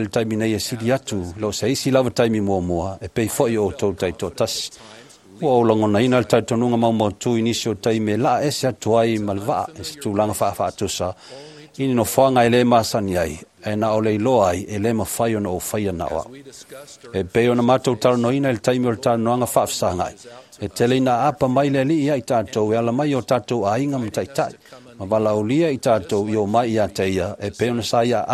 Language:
Samoan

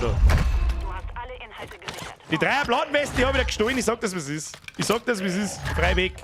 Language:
Bavarian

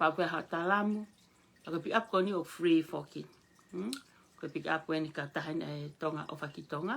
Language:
Tongan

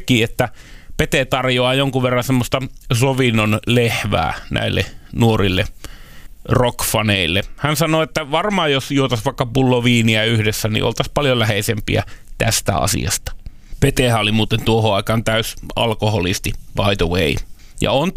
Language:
Finnish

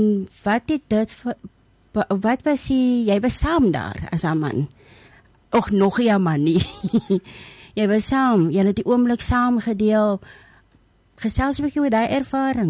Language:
Afrikaans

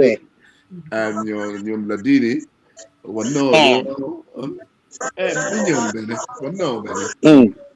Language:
Acoli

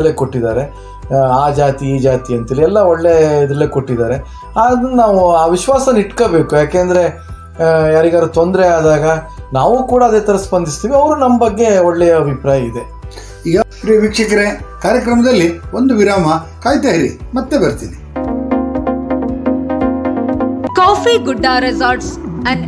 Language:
Kannada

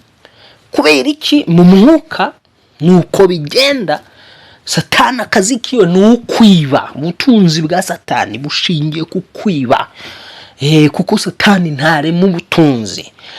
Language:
Kinyarwanda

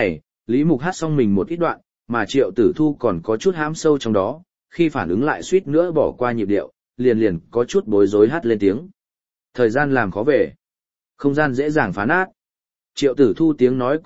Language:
Vietnamese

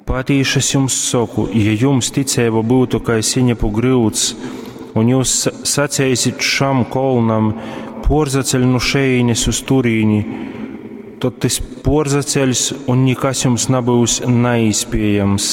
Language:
Latgalian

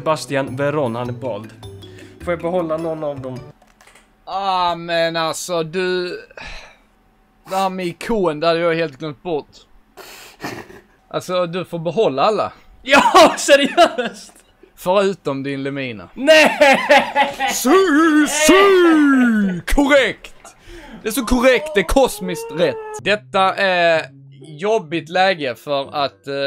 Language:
Swedish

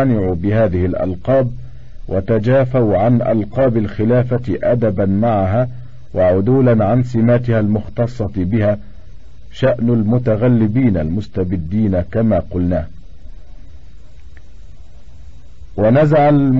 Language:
Arabic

